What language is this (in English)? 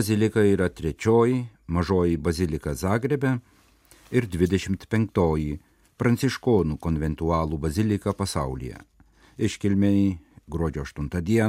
Lithuanian